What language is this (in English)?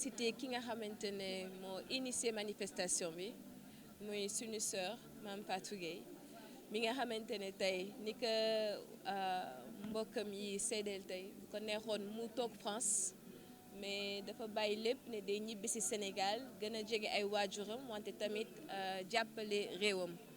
Wolof